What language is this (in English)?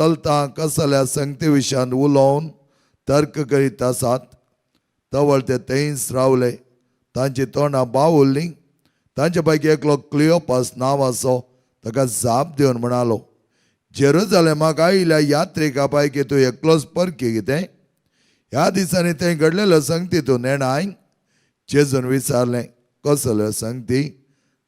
Konkani